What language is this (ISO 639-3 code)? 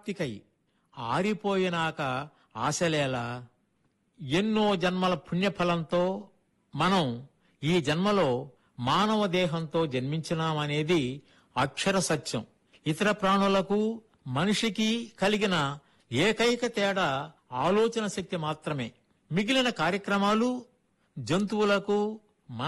tel